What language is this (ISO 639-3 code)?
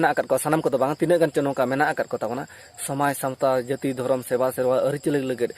sat